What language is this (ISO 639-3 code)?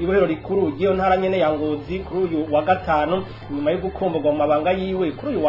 run